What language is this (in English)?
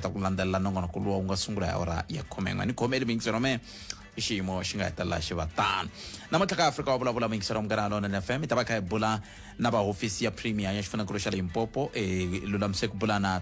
Tsonga